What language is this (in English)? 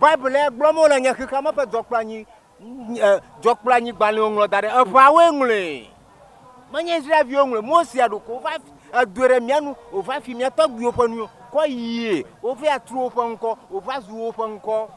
Ewe